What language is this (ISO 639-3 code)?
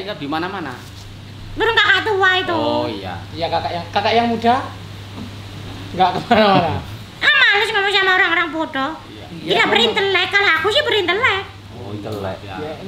ind